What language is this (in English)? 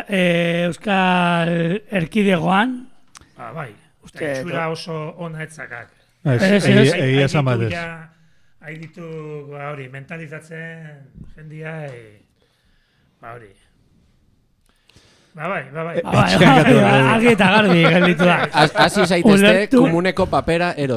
Basque